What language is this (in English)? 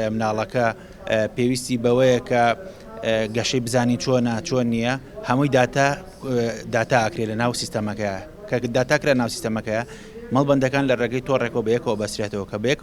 Central Kurdish